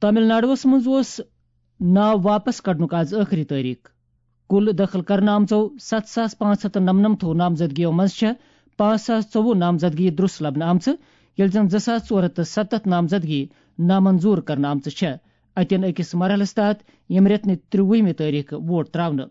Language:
Kashmiri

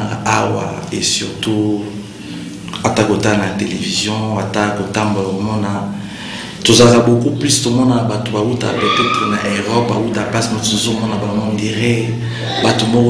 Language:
Lingala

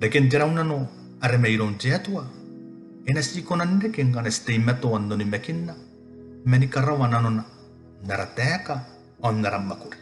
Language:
Gilbertese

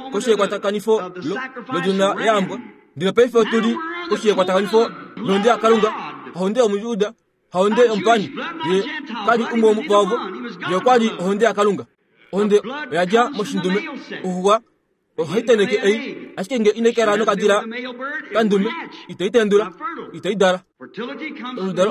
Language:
Kuanyama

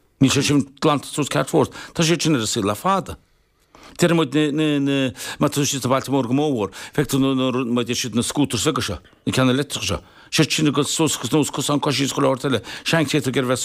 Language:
Irish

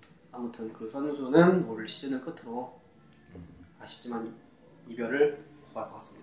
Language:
Korean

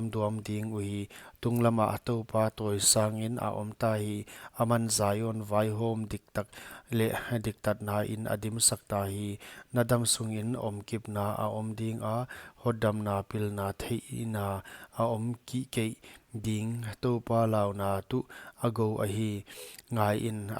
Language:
Paite Chin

